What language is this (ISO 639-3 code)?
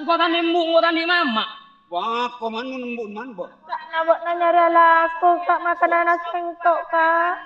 mad